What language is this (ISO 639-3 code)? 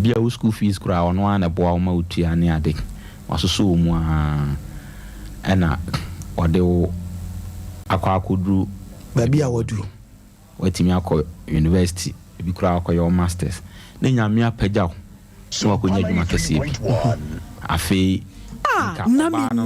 aka